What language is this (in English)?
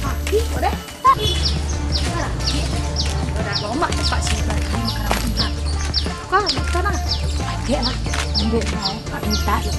Minangkabau